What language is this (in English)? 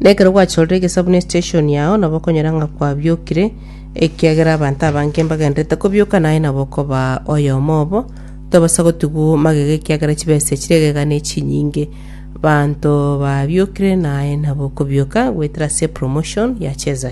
Gusii